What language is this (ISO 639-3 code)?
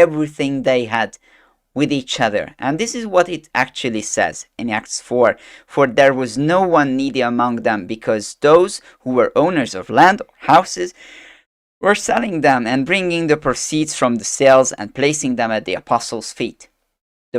eng